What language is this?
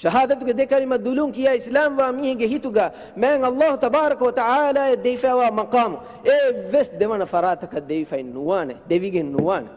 Divehi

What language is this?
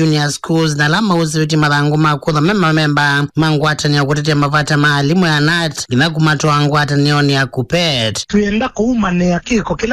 Kamba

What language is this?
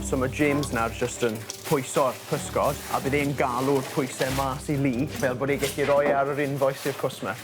Welsh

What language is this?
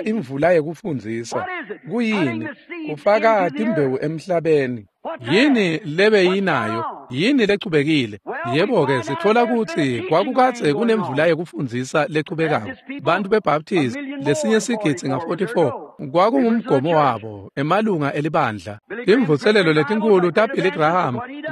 Swati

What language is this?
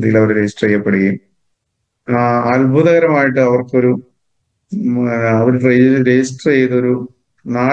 Malayalam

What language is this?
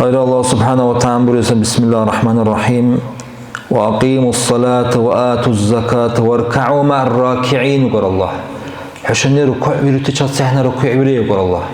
Dargwa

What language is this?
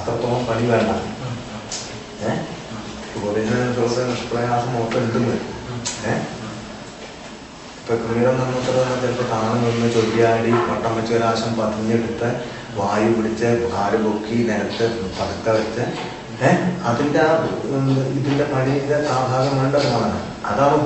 Malayalam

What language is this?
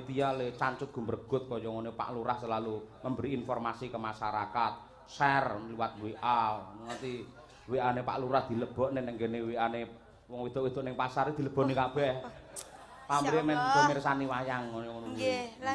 Javanese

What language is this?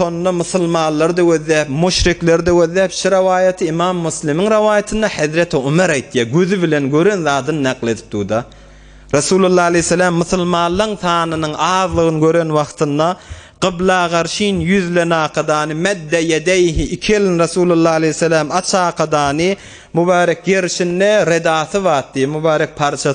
Turkmen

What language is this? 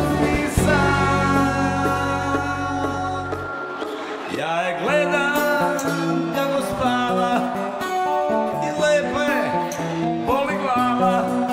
Serbian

